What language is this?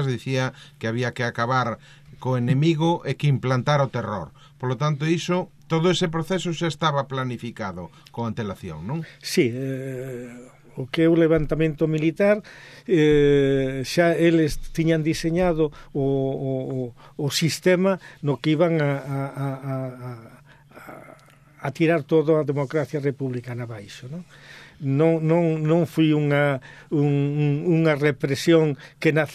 Galician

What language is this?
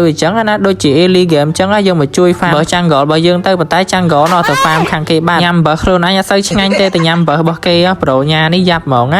Khmer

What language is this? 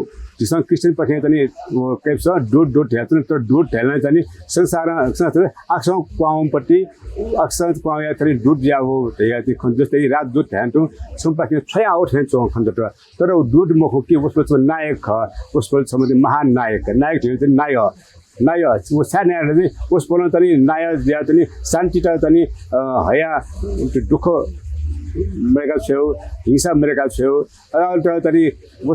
Newari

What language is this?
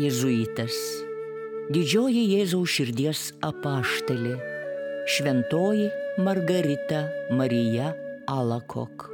Lithuanian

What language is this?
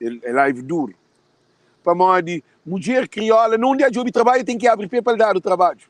Kabuverdianu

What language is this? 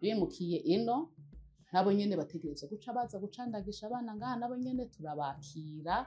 Rundi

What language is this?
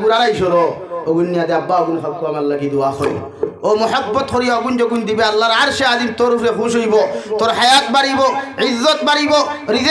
Sylheti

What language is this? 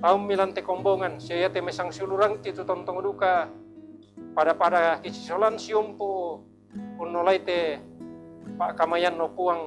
Toraja-Sa'dan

